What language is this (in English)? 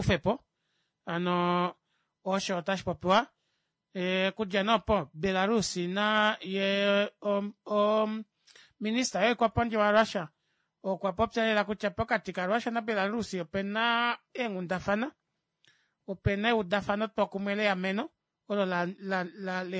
Kuanyama